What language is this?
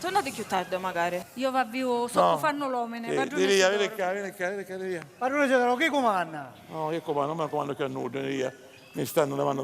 Sicilian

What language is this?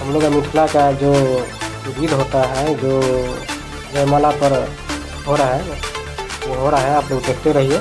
Maithili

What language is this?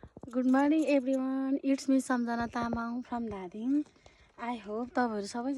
Nepali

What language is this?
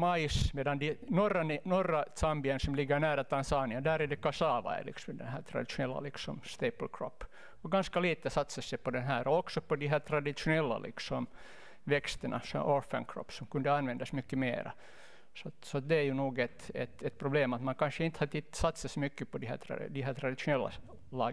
Swedish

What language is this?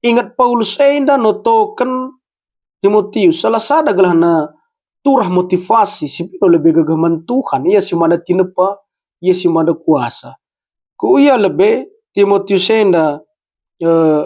Batak Karo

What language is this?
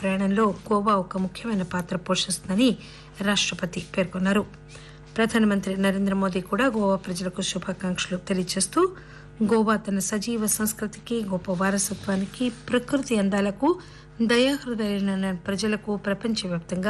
Telugu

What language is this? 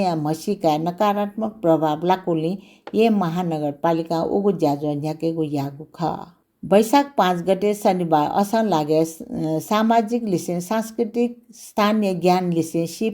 Newari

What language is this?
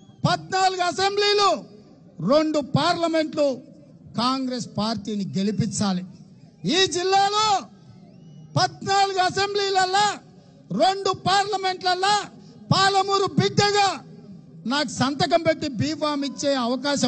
Telugu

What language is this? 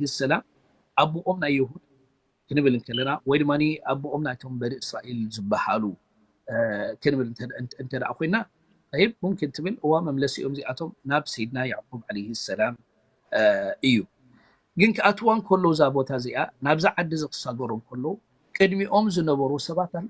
Tigrinya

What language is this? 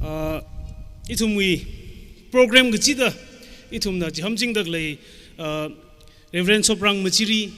Tangkhul Naga (India)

